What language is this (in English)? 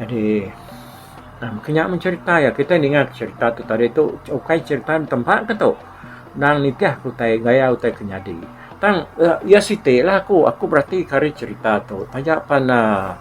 Iban